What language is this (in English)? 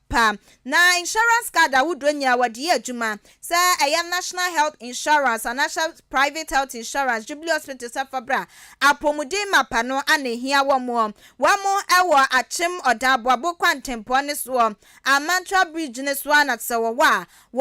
Akan